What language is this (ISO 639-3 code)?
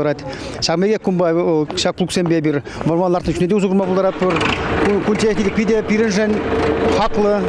chv